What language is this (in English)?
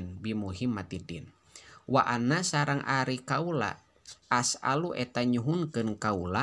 Sundanese